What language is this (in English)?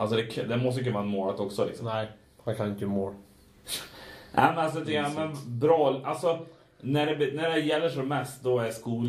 Swedish